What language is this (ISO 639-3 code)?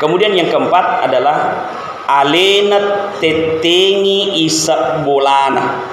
bug